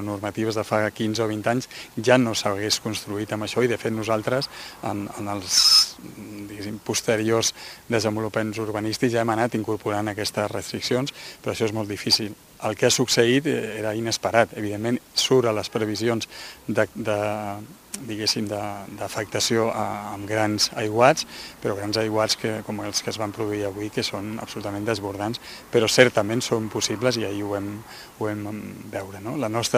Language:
Catalan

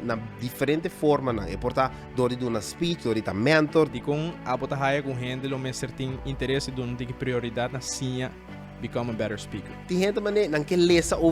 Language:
Papiamento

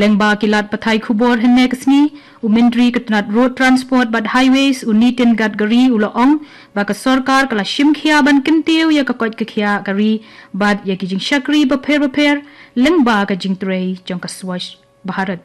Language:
Khasi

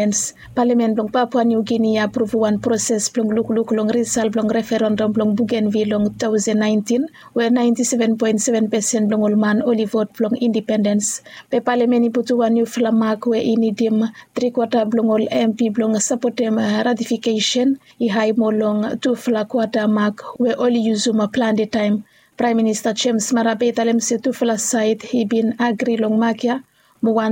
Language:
Bislama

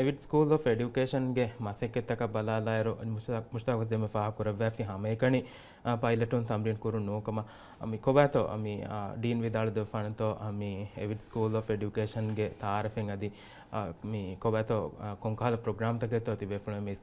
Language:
Divehi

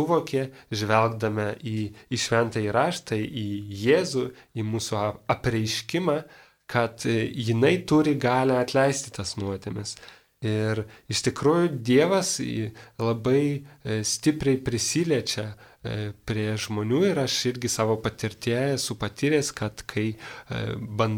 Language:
Lithuanian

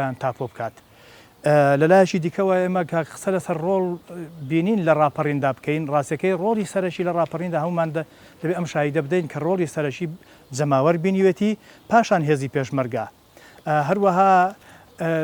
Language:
Central Kurdish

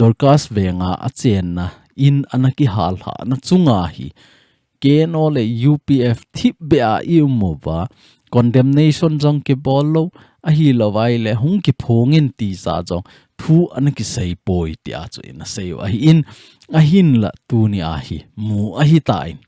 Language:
Thado Chin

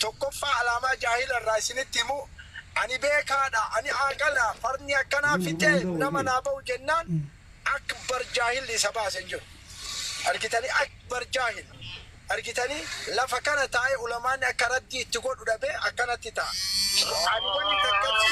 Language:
Oromo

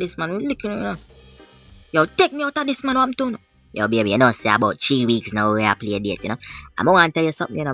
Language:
Jamaican Creole English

